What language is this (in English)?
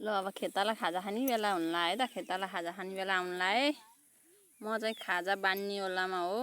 Nepali